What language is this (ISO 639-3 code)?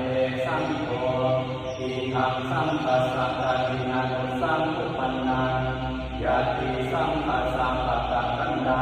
pli